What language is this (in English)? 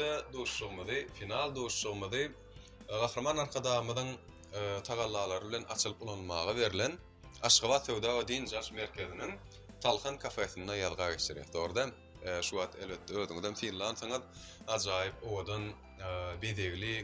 Turkmen